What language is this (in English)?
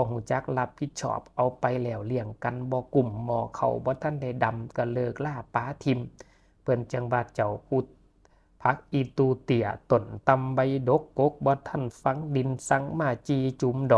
Northeastern Thai